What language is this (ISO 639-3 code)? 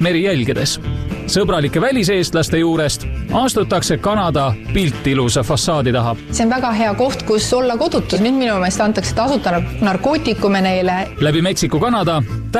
est